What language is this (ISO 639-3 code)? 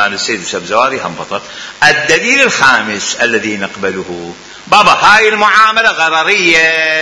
acm